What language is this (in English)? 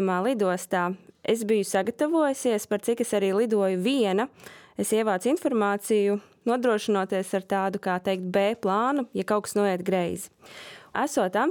Latvian